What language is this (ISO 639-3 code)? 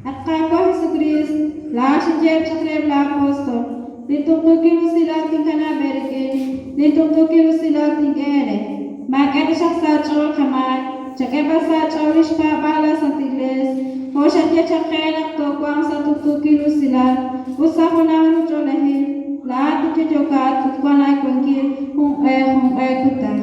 kek